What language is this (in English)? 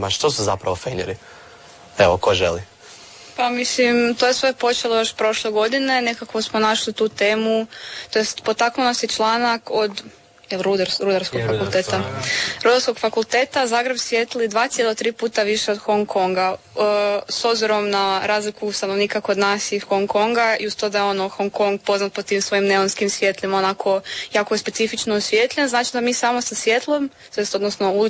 Croatian